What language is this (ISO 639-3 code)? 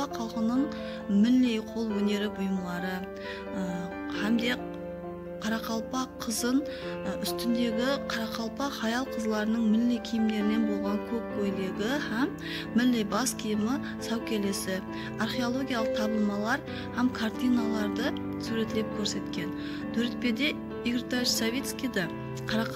kaa